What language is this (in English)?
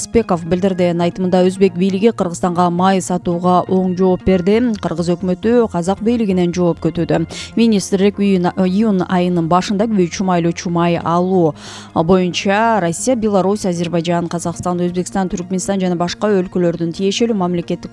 Kyrgyz